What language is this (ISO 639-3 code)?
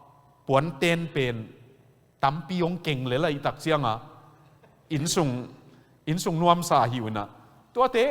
ctd